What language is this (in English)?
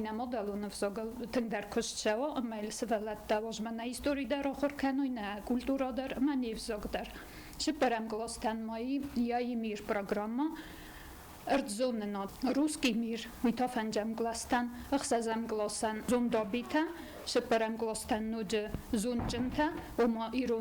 Ossetic